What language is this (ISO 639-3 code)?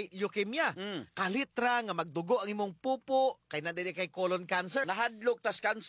ceb